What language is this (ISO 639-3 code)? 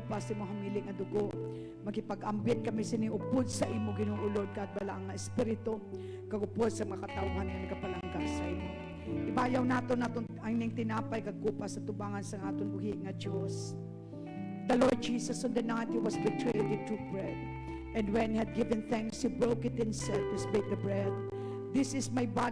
hil